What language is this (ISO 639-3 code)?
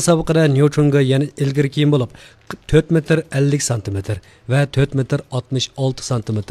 uig